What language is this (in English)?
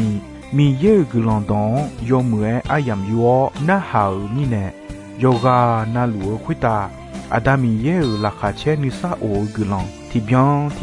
Akha